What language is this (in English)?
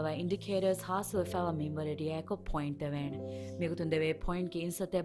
Divehi